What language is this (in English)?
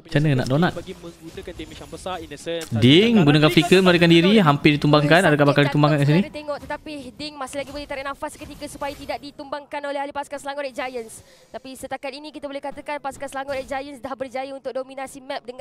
Malay